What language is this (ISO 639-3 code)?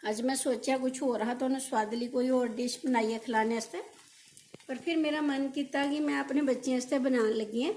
doi